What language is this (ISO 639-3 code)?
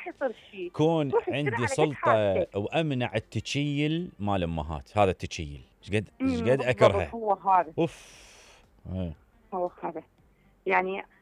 acm